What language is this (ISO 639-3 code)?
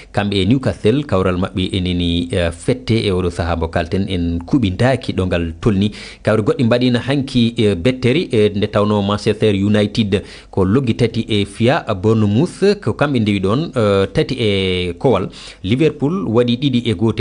ful